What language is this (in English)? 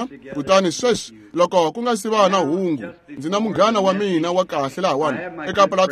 Tsonga